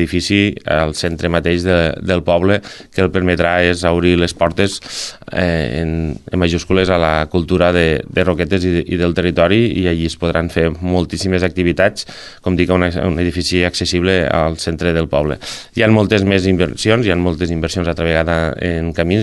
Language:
Catalan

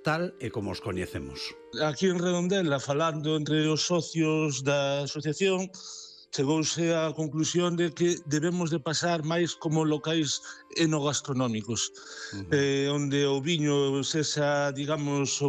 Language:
Galician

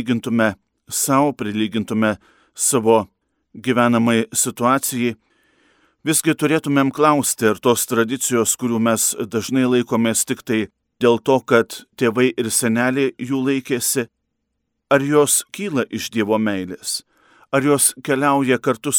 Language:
Lithuanian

